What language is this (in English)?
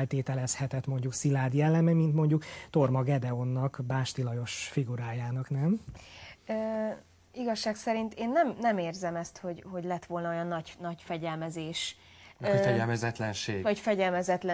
Hungarian